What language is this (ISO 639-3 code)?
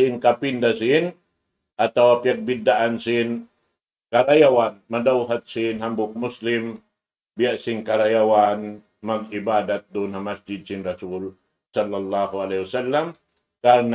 tsg